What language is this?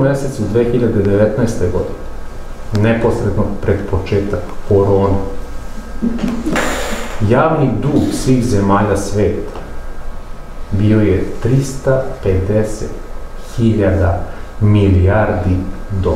Serbian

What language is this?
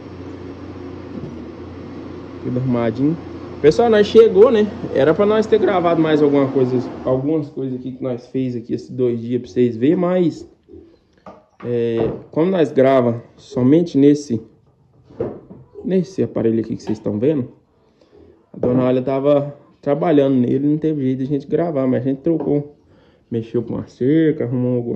Portuguese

